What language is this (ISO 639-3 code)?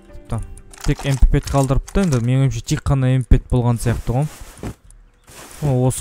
kaz